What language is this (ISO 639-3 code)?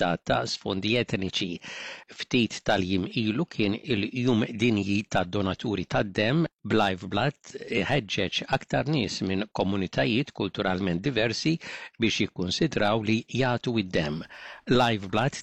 mlt